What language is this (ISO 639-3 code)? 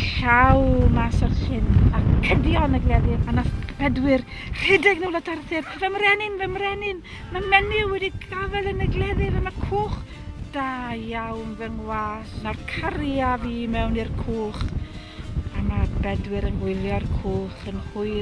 cym